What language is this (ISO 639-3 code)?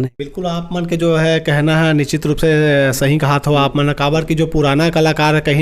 hne